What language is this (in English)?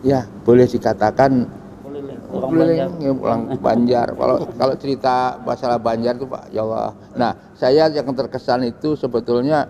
Banjar